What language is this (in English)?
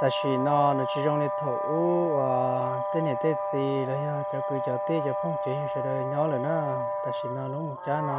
Hmong